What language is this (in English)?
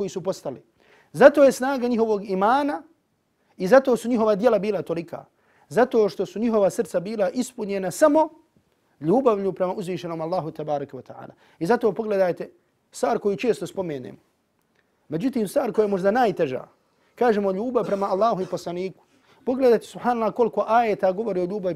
Bosnian